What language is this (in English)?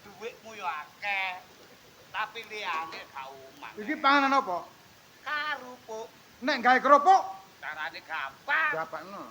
Javanese